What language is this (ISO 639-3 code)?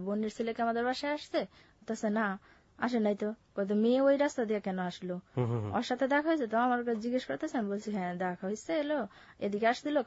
ben